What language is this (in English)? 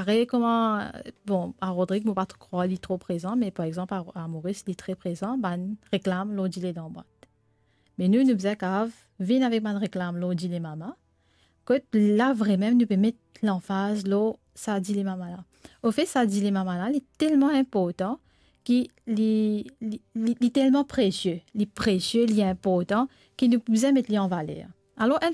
Morisyen